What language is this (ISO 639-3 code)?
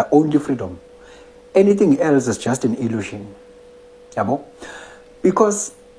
zul